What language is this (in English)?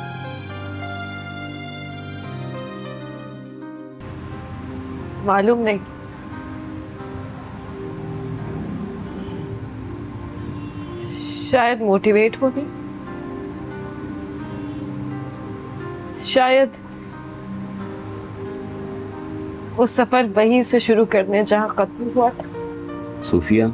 Hindi